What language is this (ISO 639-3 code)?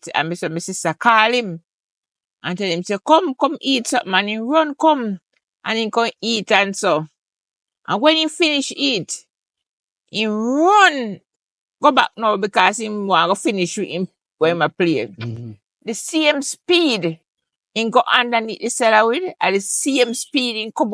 jam